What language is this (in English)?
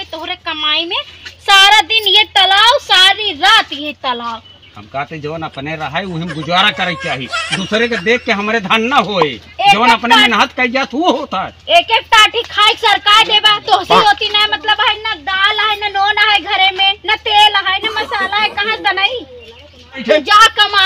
Awadhi